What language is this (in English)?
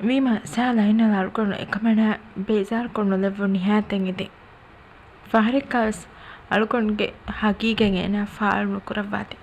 Divehi